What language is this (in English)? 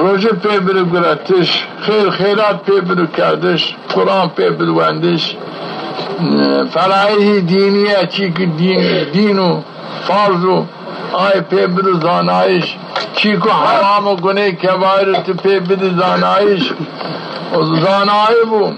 Zaza